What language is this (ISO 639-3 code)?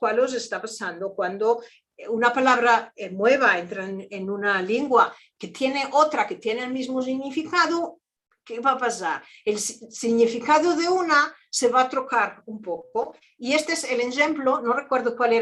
lad